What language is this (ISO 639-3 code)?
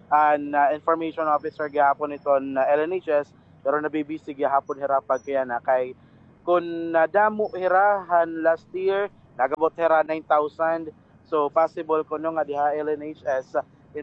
war